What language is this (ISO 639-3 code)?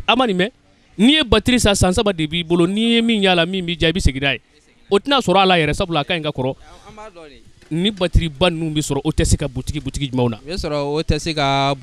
bam